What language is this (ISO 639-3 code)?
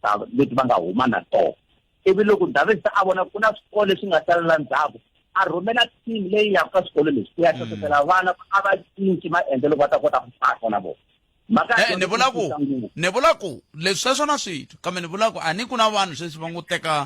tso